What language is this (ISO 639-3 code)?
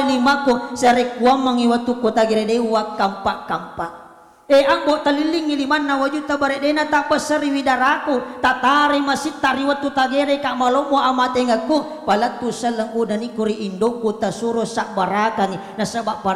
bug